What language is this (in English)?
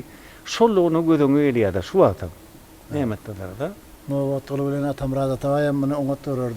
Turkmen